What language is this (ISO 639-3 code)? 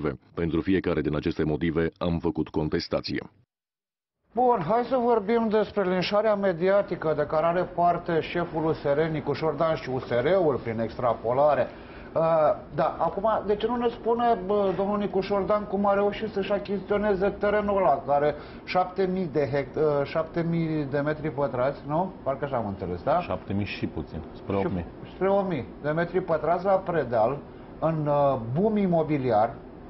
ron